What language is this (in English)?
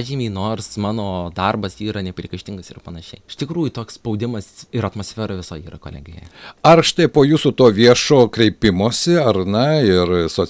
Lithuanian